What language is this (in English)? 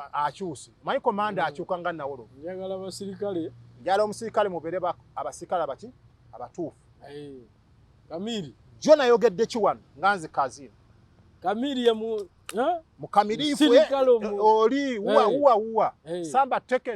Ganda